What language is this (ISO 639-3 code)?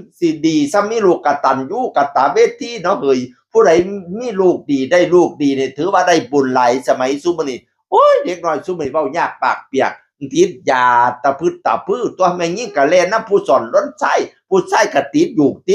tts